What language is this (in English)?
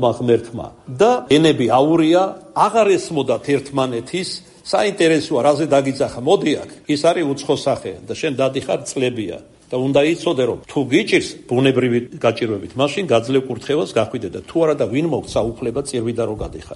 Georgian